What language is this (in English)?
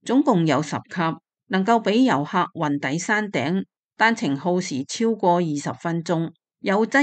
Cantonese